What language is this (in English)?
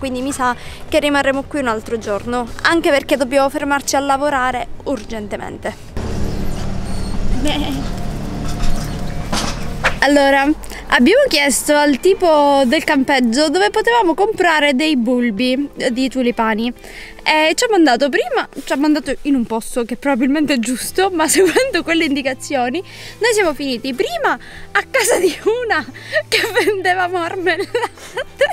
Italian